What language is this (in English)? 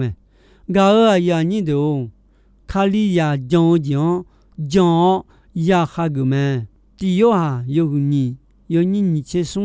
Akha